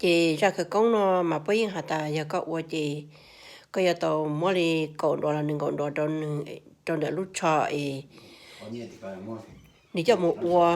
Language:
Hmong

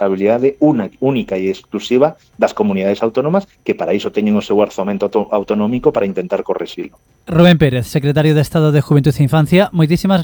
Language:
Galician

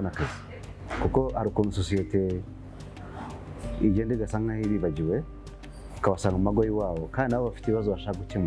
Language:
Kinyarwanda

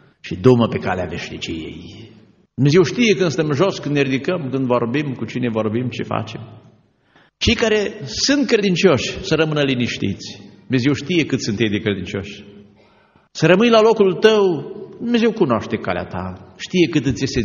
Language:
Romanian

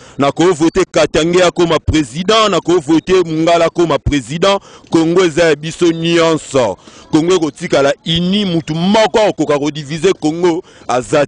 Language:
Lingala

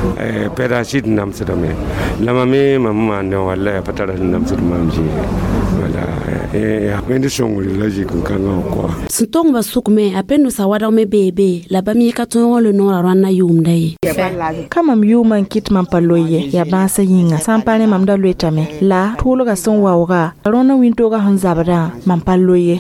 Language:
Mossi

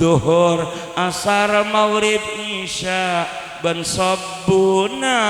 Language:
Madurese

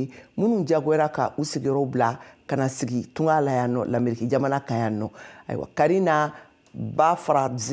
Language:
Bambara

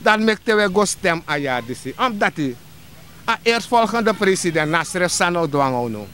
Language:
Sranan Tongo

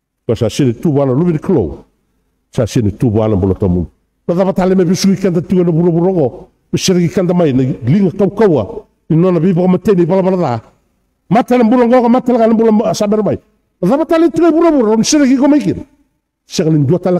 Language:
Fijian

